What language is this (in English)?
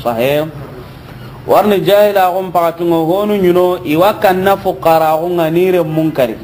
Soninke